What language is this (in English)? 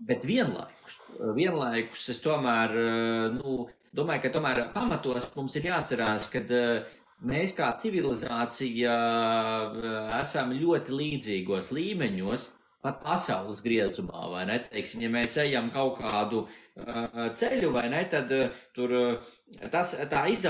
Latvian